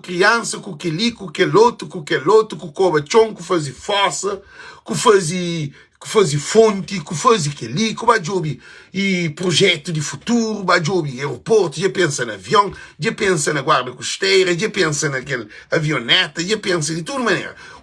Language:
Kabuverdianu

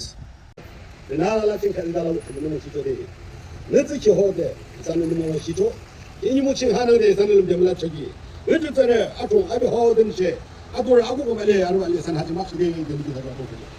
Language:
Naga Pidgin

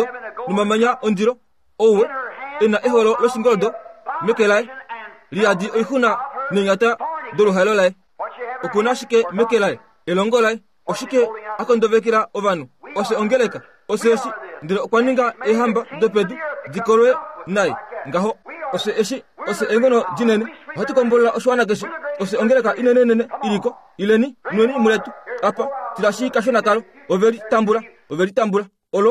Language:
Kuanyama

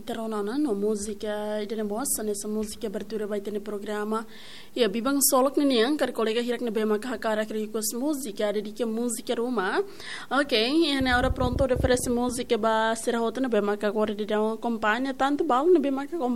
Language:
Tetum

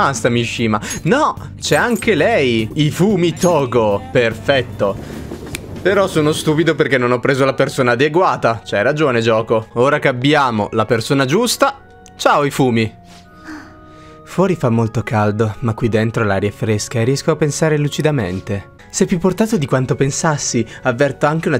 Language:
Italian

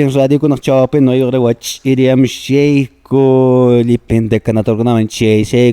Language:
Quechua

